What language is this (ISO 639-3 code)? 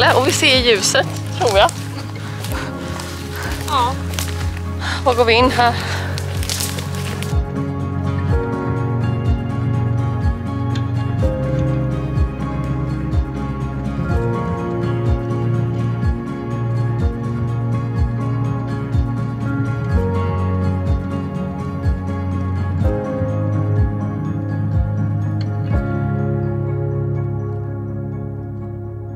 swe